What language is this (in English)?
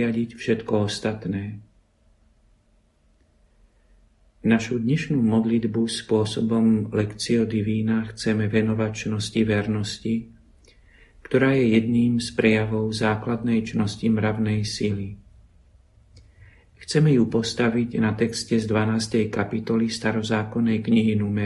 Slovak